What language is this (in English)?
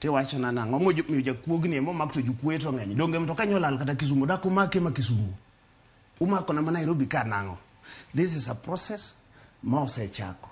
Luo (Kenya and Tanzania)